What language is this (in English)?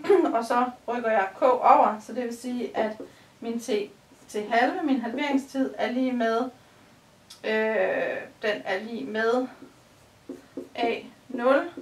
Danish